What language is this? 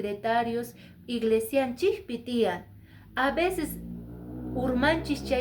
Quechua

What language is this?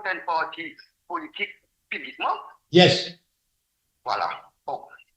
Morisyen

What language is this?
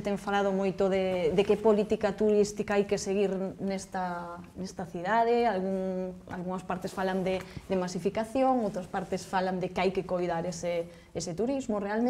Galician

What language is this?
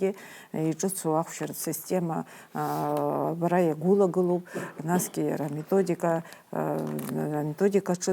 Abkhazian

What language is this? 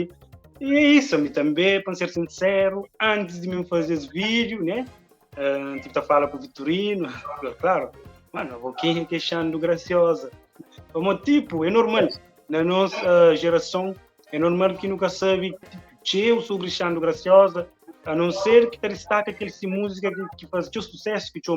Kabuverdianu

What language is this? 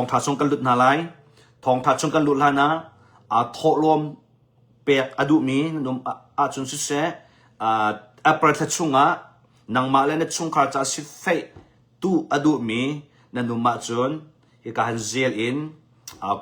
Hakha Chin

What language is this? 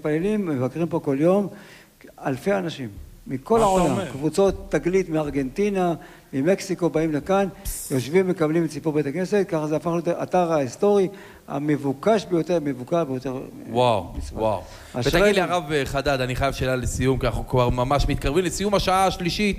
Hebrew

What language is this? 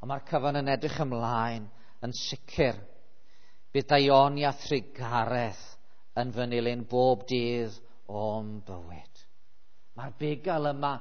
Welsh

